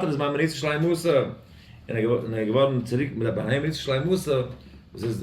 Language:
Yiddish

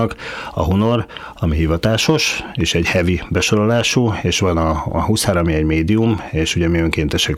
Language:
Hungarian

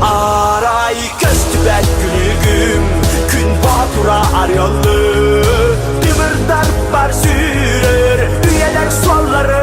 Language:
Yakut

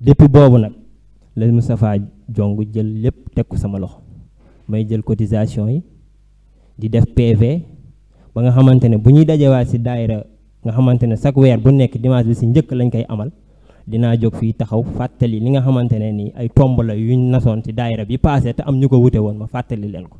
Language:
Wolof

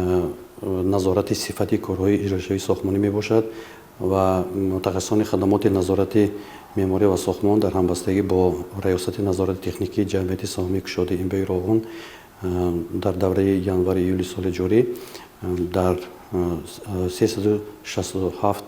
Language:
Tajik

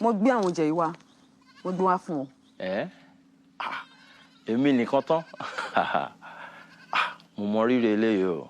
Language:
Yoruba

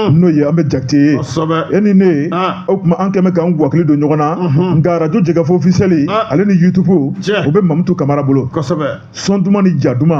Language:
Bambara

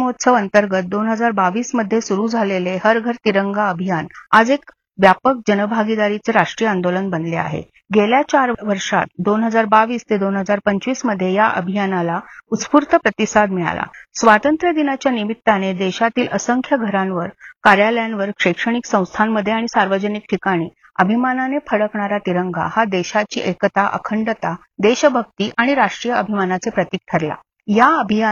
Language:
Marathi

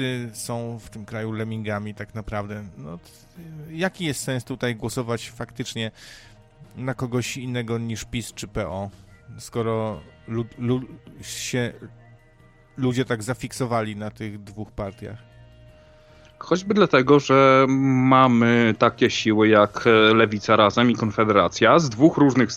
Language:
Polish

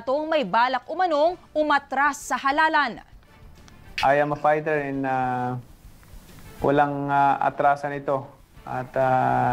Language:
Filipino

